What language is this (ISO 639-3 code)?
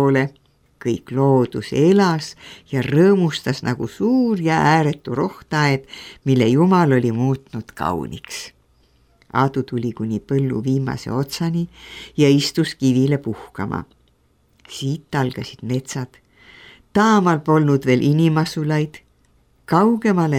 est